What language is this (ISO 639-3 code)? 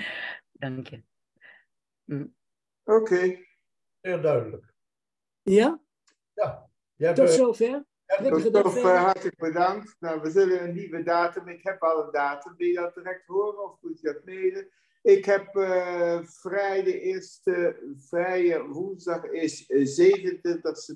nld